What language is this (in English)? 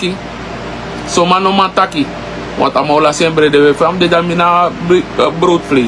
Sranan Tongo